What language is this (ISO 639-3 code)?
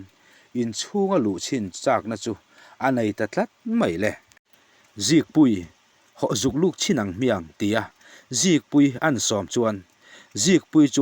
lus